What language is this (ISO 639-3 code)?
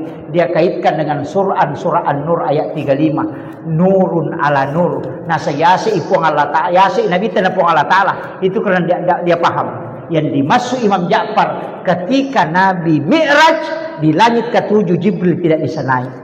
bug